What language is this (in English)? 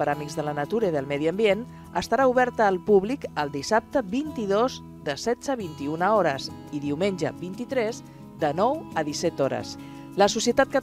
Catalan